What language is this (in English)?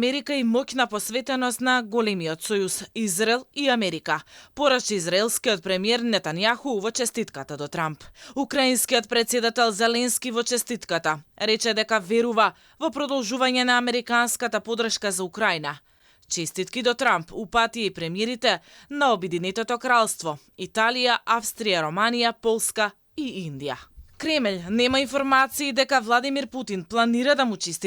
Macedonian